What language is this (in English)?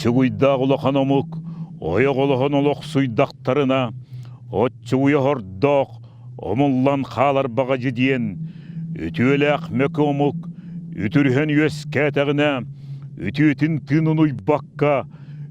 Yakut